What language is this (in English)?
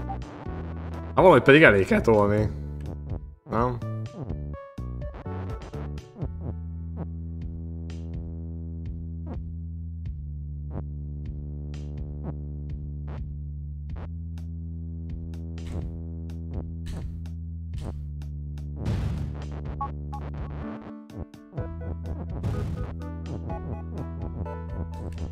Hungarian